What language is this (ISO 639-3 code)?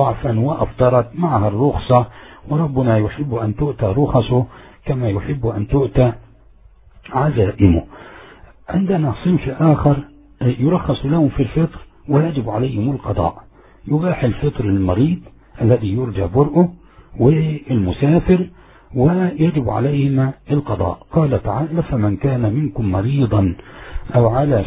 ara